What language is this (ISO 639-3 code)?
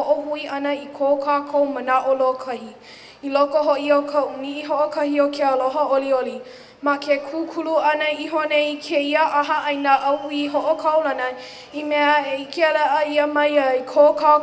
haw